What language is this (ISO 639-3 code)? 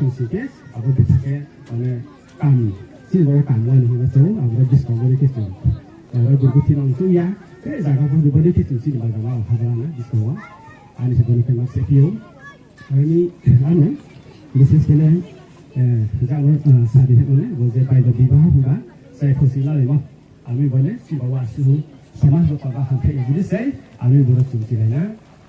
ria